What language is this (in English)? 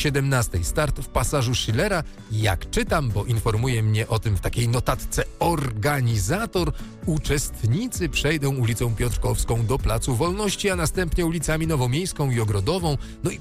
Polish